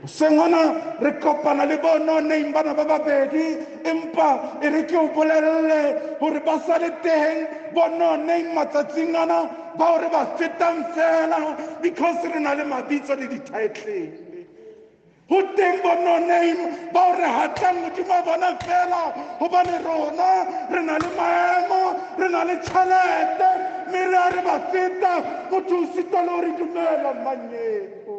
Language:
Southern Sotho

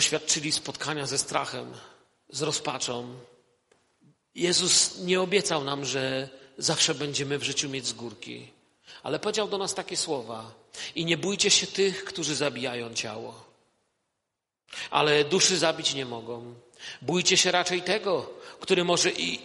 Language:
Polish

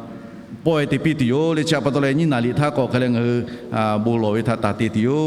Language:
Lahu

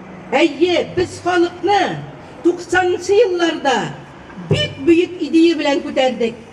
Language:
Tatar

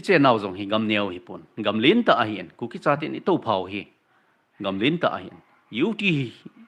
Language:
Thado Chin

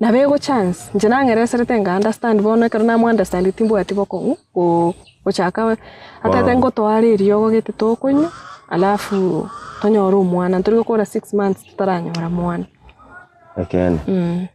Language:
Gusii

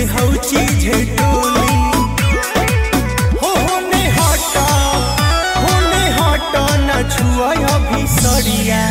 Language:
Bhojpuri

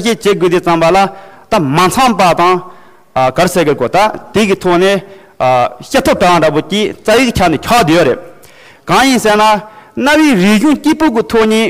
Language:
Tibetan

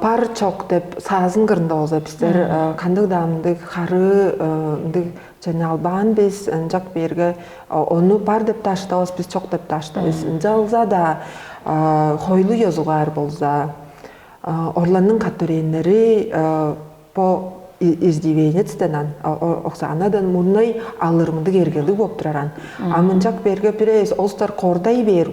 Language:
Tuvinian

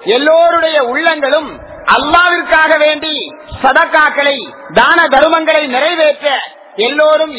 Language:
Tamil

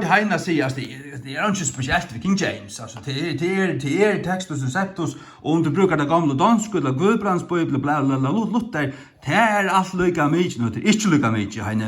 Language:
Faroese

